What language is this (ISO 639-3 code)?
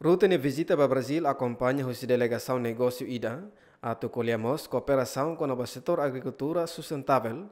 tet